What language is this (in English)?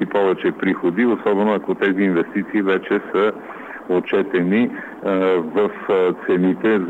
Bulgarian